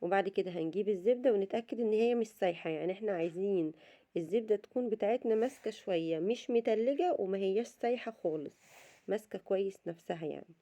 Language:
Egyptian Arabic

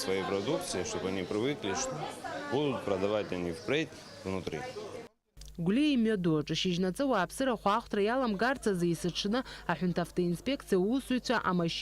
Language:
Abkhazian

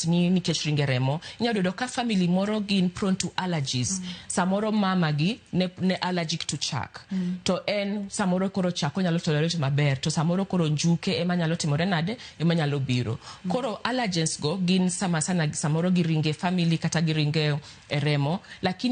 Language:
Luo (Kenya and Tanzania)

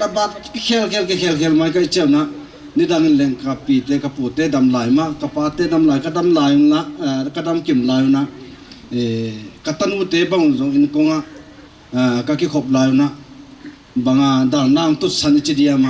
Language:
Paite Chin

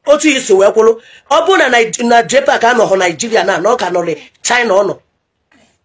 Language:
Igbo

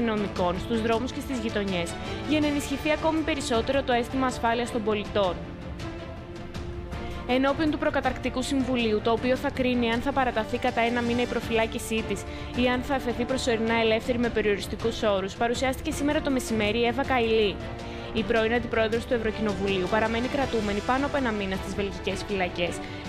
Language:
Greek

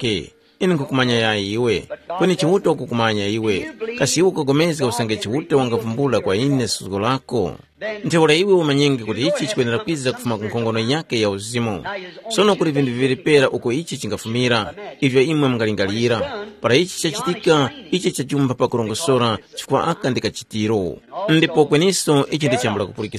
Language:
Tumbuka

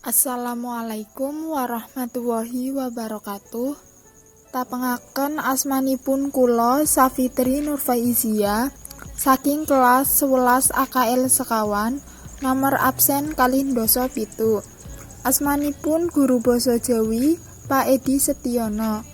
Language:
Javanese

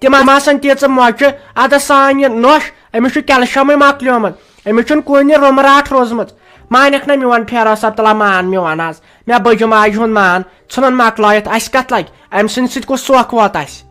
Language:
Kashmiri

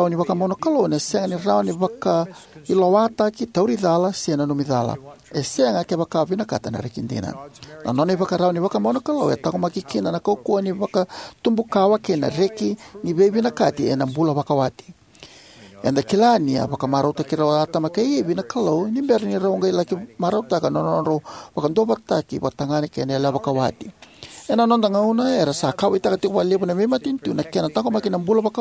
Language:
Fijian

